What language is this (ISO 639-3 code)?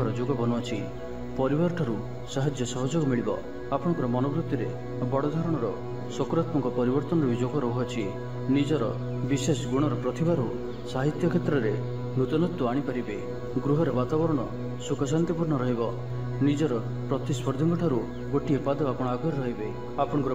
ori